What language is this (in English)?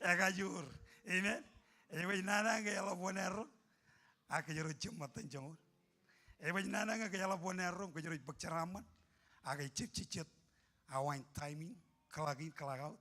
Marshallese